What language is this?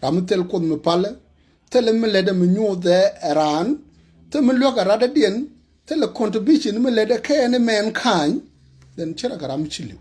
Nuer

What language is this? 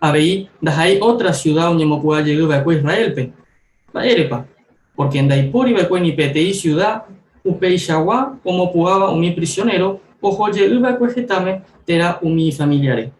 Guarani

